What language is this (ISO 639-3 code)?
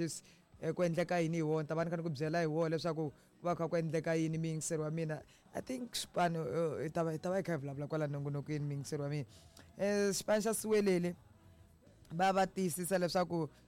tso